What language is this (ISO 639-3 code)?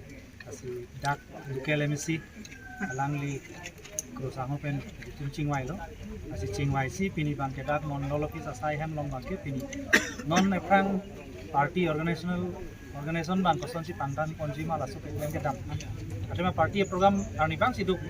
mjw